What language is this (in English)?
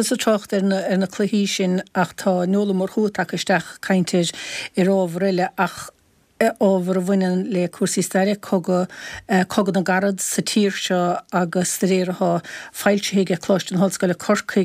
Irish